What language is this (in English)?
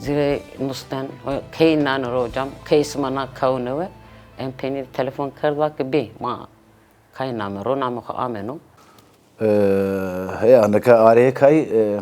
Zaza